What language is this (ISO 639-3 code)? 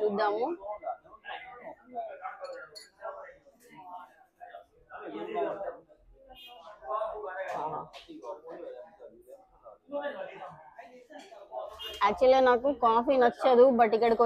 tel